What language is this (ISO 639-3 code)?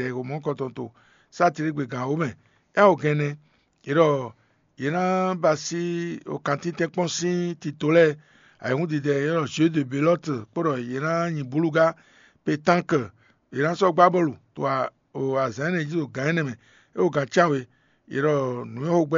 fon